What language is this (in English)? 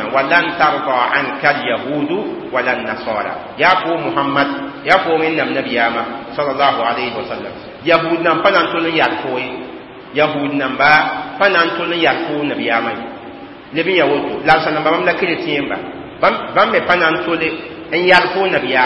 Mossi